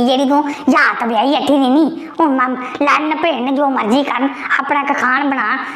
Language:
Dogri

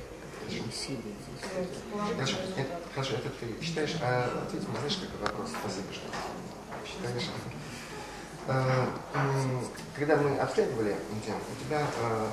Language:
Russian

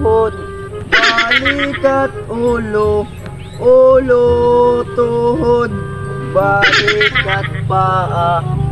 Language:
Waray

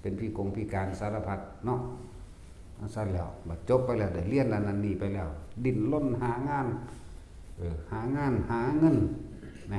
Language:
Northeastern Thai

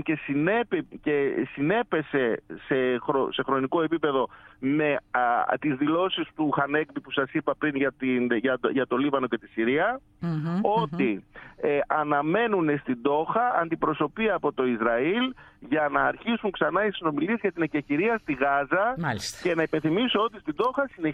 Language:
Greek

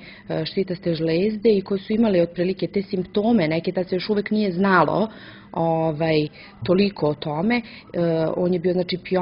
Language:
Serbian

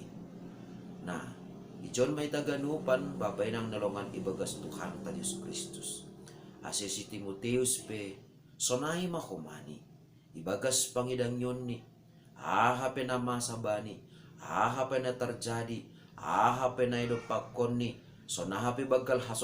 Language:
Batak Simalungun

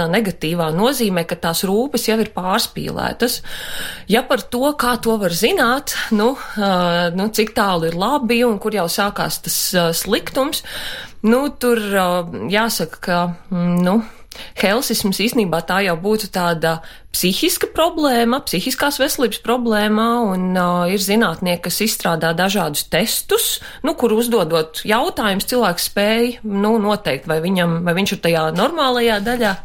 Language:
Latvian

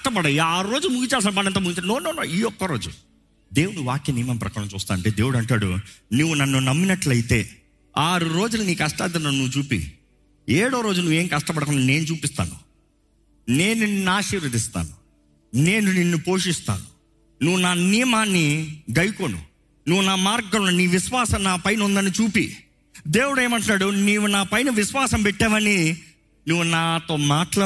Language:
Telugu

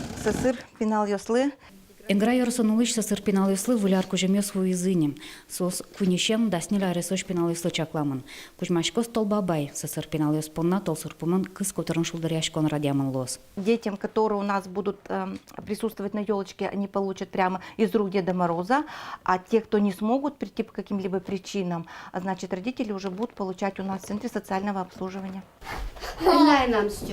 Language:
Udmurt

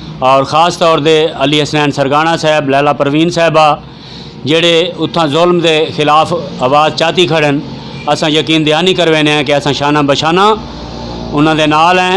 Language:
Saraiki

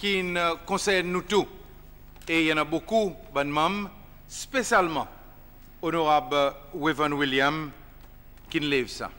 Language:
Seselwa Creole French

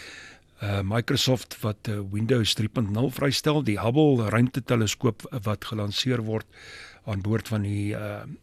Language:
Afrikaans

